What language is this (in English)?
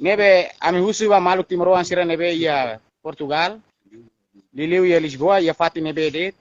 Tetum